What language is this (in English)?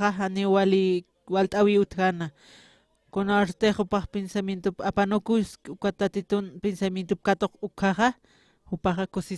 Aymara